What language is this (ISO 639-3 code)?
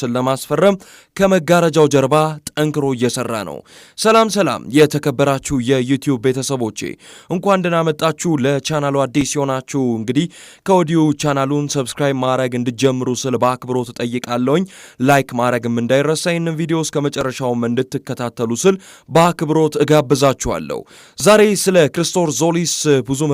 amh